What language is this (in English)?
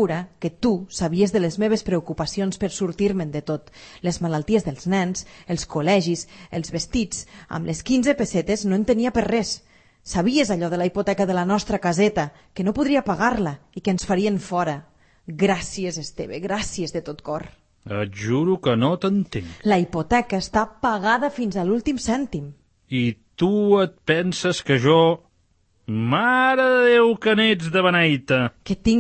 Catalan